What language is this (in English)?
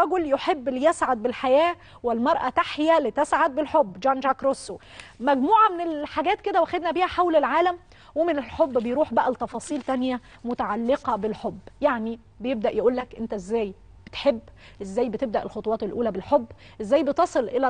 Egyptian Arabic